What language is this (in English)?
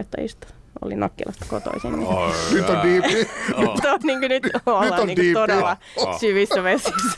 Finnish